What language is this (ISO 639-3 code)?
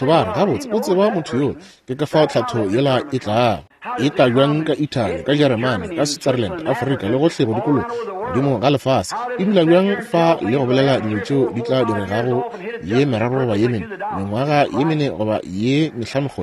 nso